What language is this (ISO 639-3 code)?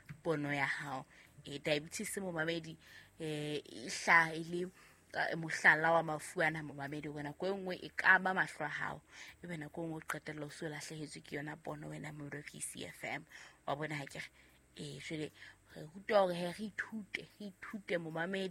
sot